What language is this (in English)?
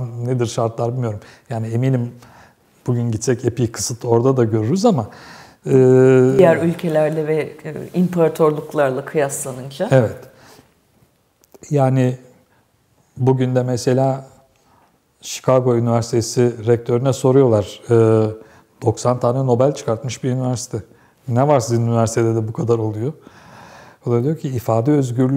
Turkish